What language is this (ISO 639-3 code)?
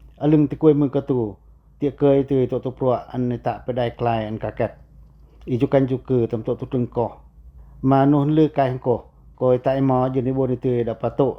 pac